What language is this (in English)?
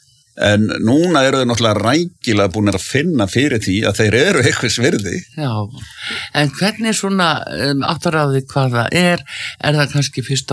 Icelandic